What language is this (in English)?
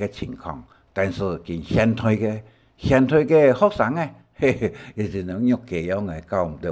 Hakka Chinese